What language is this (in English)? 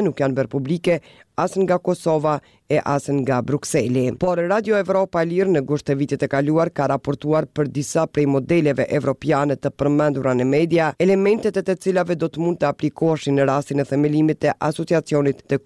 Albanian